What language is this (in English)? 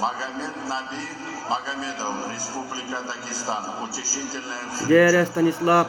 Yakut